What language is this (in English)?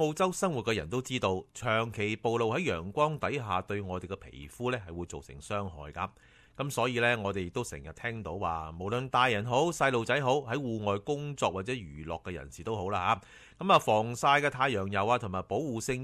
Cantonese